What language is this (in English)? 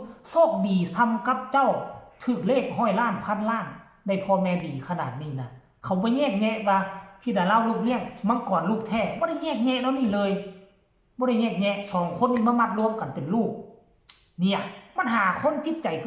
Northeastern Thai